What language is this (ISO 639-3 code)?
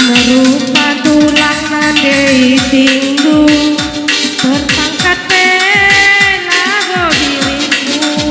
btx